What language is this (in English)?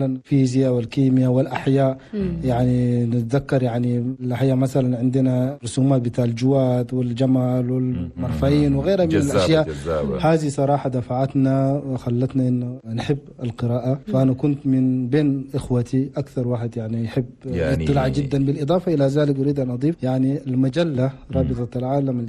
Chadian Arabic